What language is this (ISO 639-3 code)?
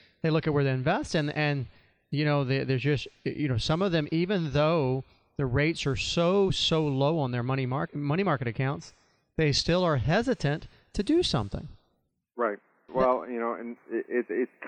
eng